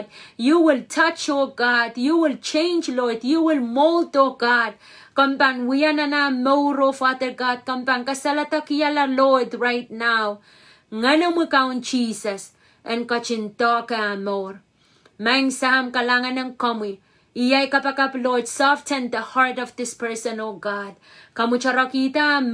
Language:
Pohnpeian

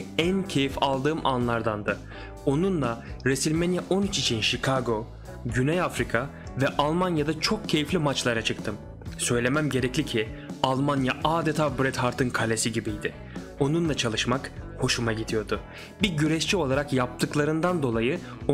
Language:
Turkish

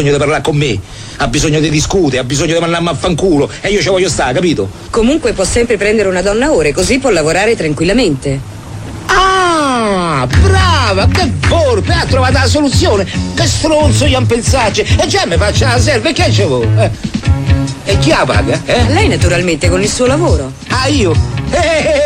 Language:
Italian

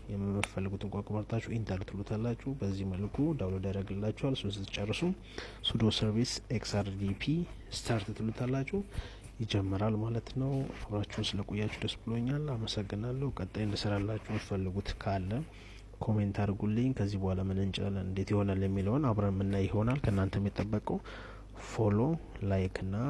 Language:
Amharic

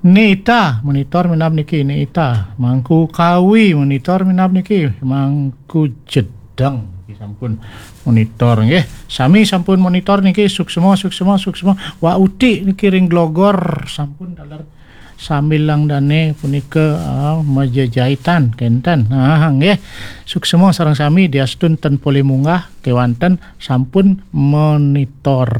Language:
Balinese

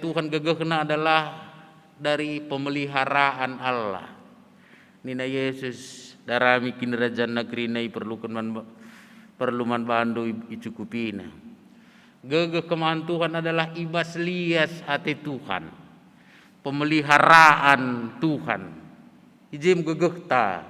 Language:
Batak Karo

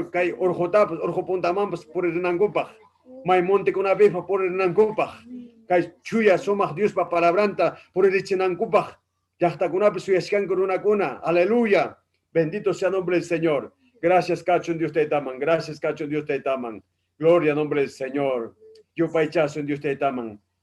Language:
Ayacucho Quechua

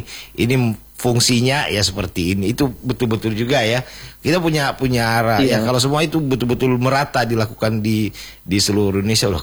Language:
Indonesian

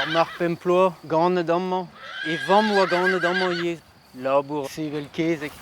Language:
Breton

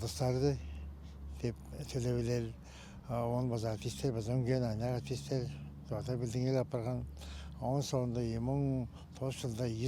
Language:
Tuvinian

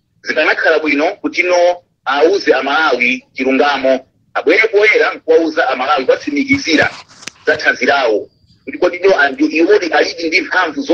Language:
Nyanja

